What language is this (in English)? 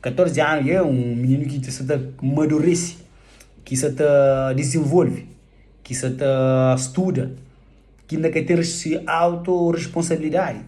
Kabuverdianu